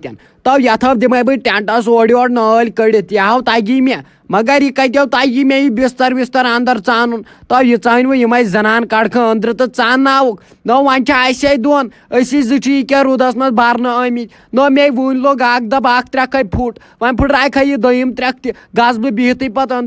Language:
Kashmiri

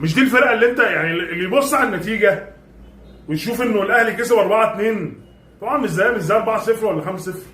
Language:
Egyptian Arabic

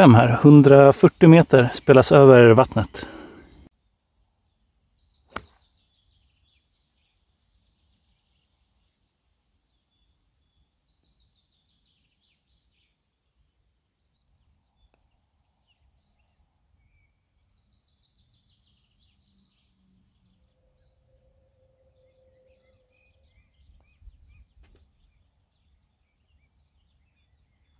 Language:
Swedish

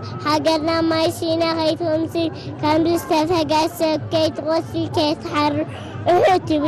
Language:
Tigrinya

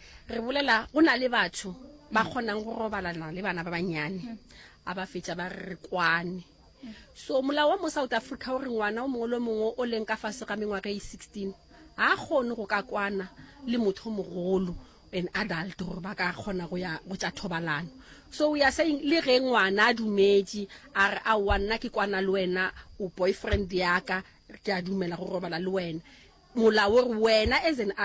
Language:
Northern Sotho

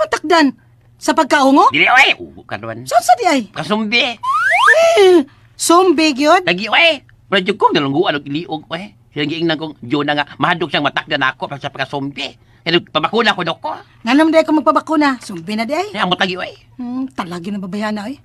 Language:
Cebuano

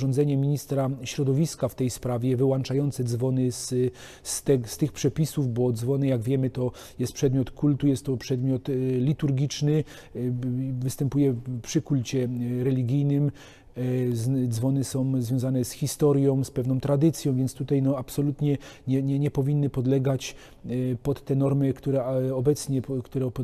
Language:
Polish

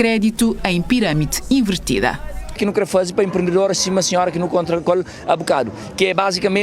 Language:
Kabuverdianu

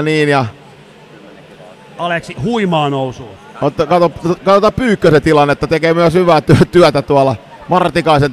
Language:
Finnish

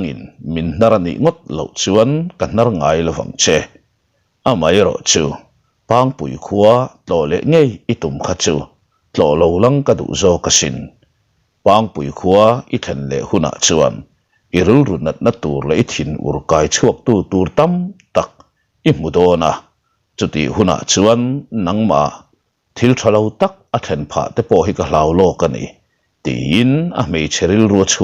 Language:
Mizo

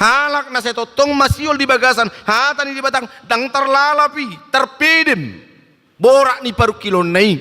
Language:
Batak Toba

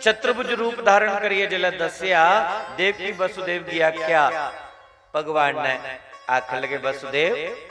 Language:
Dogri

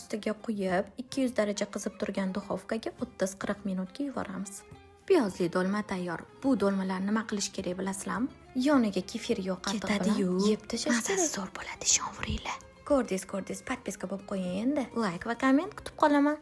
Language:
Uzbek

